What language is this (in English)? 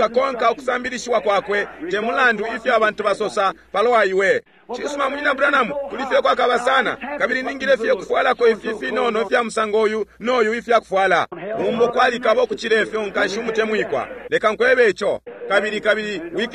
Bemba